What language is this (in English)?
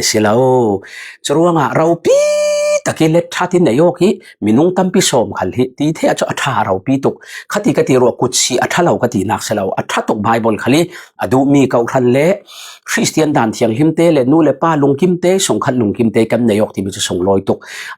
Falam Chin